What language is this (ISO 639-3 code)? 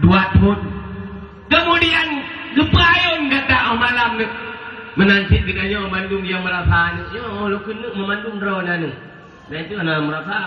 ace